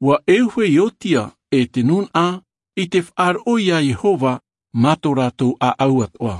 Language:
Tahitian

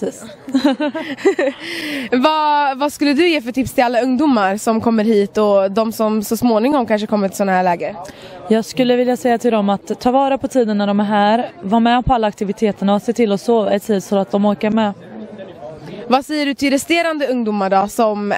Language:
Swedish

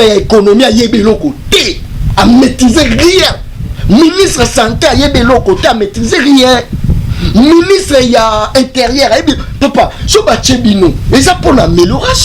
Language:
Lingala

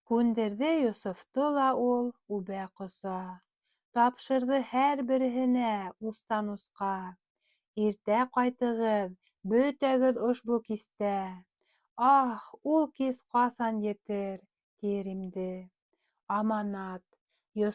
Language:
Bashkir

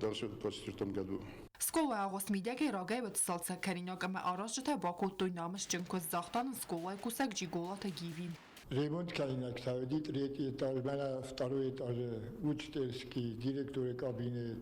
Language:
Ossetic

